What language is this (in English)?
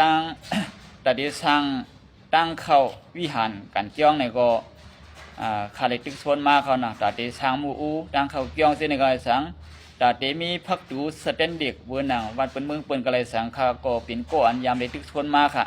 Lao